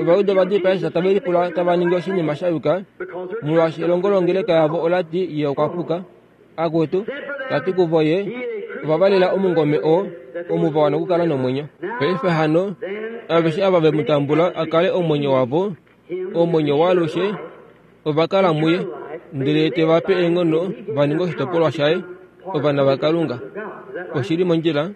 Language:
Kuanyama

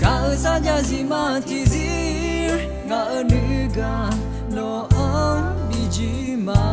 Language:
Akha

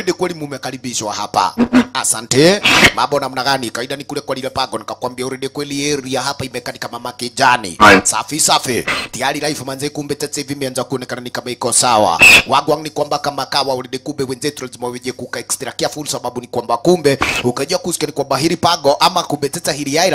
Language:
Swahili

